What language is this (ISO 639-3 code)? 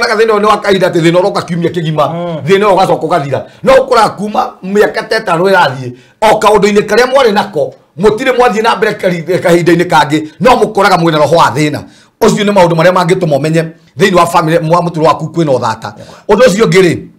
kik